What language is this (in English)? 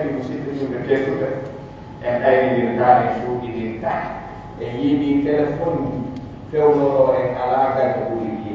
Pular